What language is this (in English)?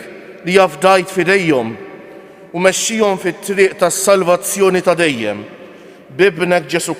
Maltese